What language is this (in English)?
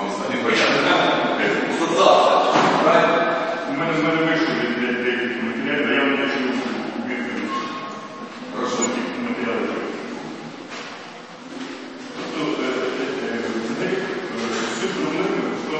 Ukrainian